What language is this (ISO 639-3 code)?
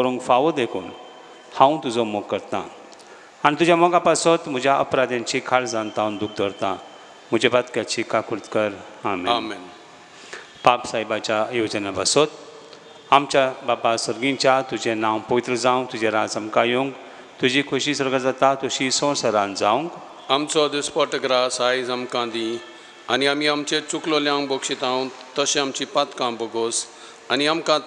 kok